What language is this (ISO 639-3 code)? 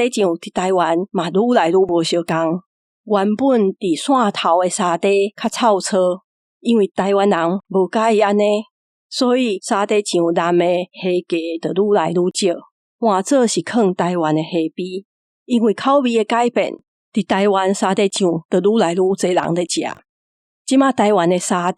nan